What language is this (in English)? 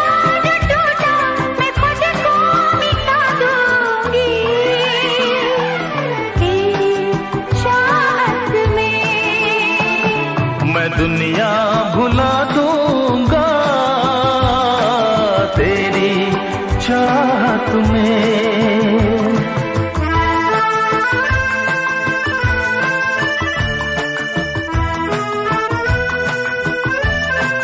Hindi